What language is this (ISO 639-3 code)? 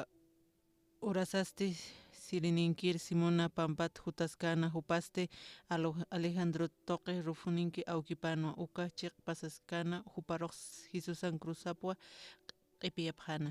aym